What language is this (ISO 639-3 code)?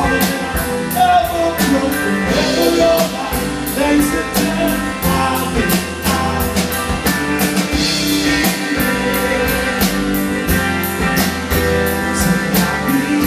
eng